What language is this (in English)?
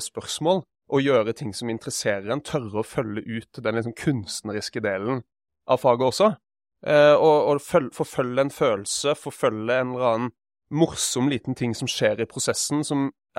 Norwegian